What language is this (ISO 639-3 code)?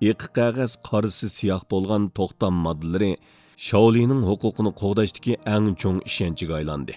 uig